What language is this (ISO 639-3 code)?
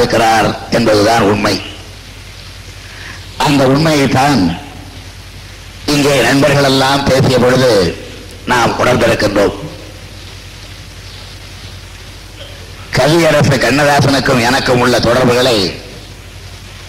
tam